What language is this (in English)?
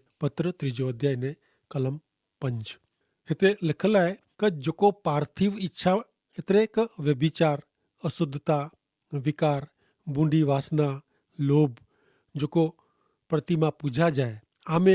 Kachhi